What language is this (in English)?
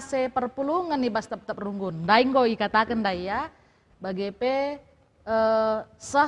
Batak Karo